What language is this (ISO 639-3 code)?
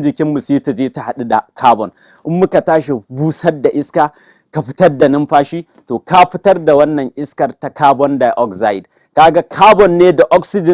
hau